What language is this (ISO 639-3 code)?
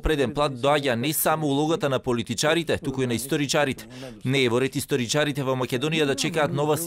mkd